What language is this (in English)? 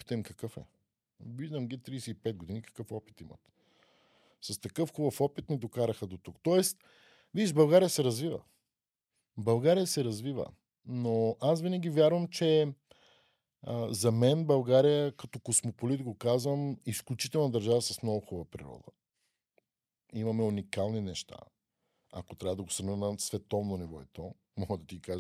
Bulgarian